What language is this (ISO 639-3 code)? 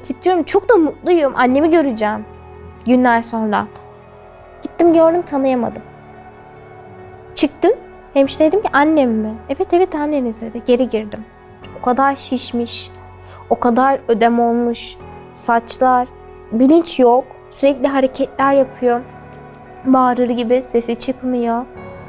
tur